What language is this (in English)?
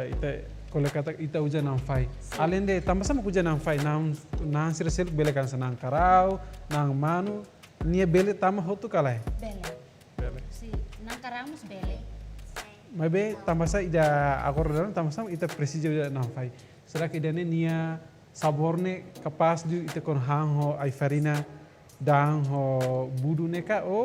Tetum